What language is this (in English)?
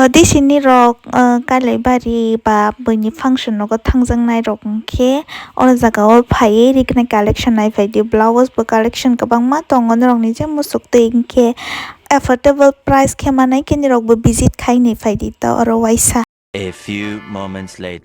Kok Borok